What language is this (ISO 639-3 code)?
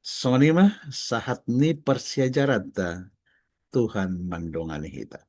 bbc